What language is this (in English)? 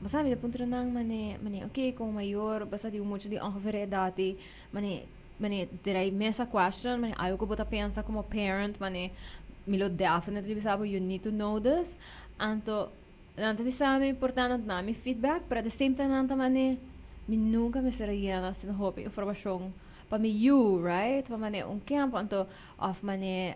Papiamento